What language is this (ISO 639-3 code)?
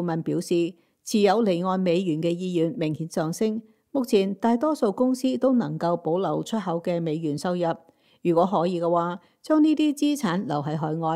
yue